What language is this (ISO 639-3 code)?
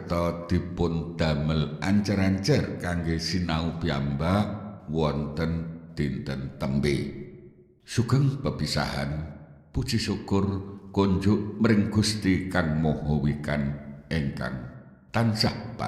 jav